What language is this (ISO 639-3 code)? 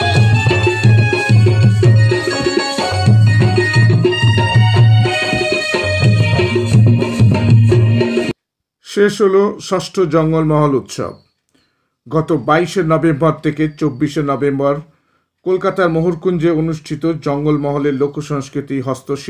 ben